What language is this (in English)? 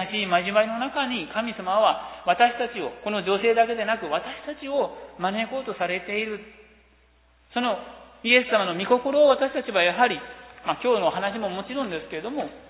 Japanese